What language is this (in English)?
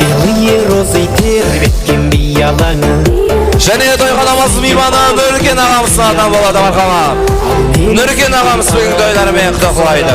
Kara-Kalpak